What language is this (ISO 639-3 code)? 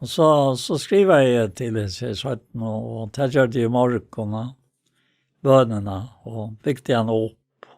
fao